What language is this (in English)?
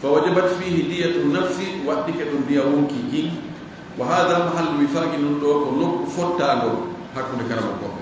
Fula